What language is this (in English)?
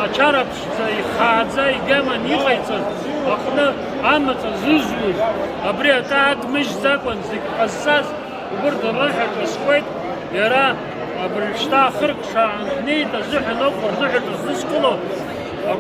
Abkhazian